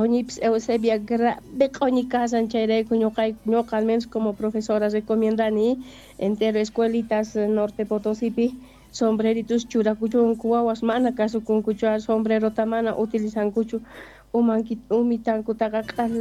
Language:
South Bolivian Quechua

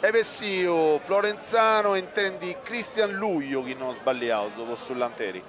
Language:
Sardinian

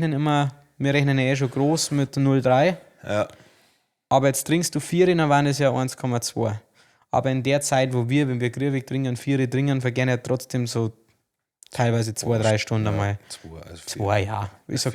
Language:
Bavarian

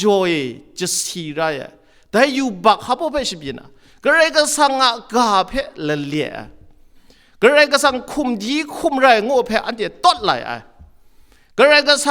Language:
Kachin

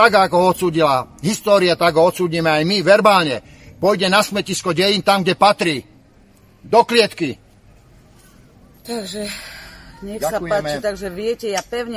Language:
Slovak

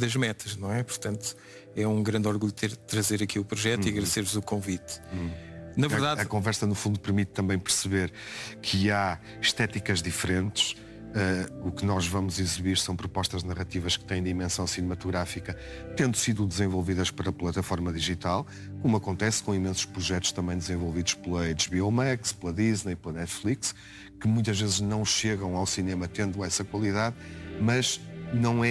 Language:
Portuguese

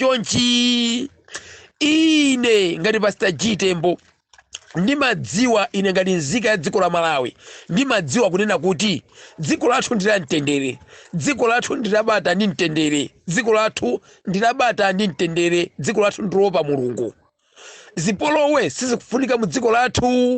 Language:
Nyanja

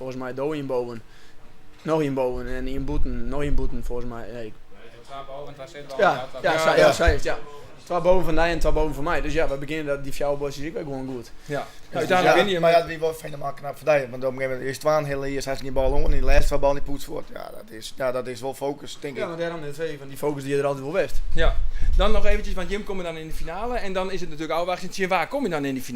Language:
Western Frisian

